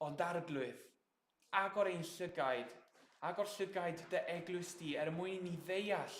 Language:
Welsh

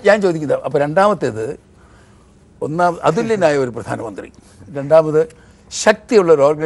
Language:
Malayalam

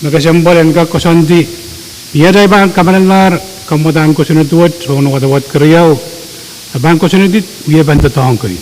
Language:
Pohnpeian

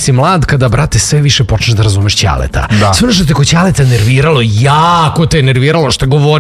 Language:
Serbian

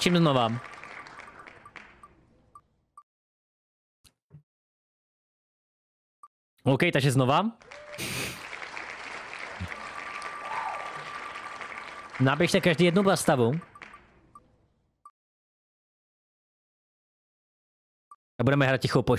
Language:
Czech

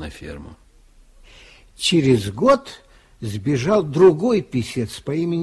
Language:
Russian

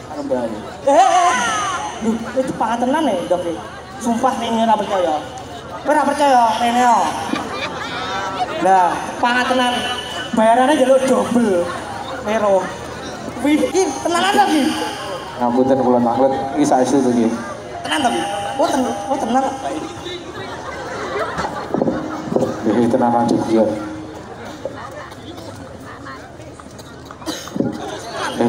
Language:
Javanese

